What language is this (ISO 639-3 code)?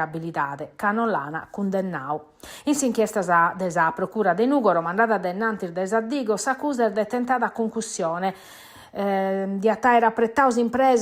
srd